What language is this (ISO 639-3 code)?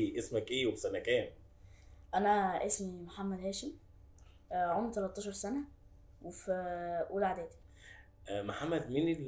arz